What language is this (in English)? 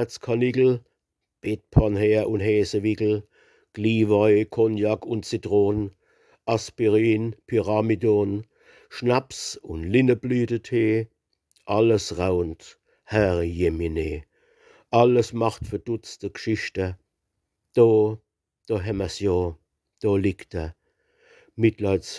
Palatine German